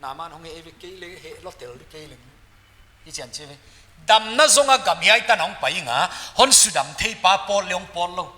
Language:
Paite Chin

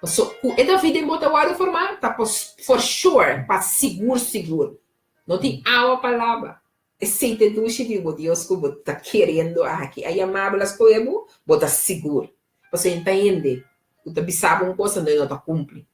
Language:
Papiamento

